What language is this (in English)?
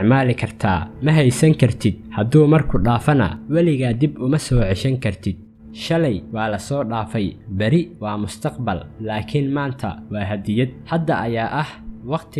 Somali